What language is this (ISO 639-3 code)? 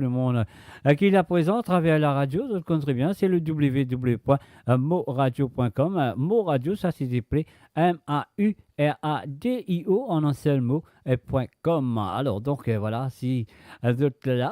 mfe